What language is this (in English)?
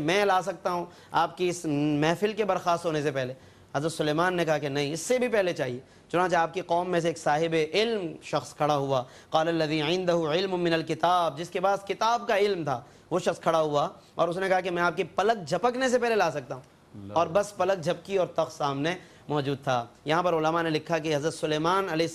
Urdu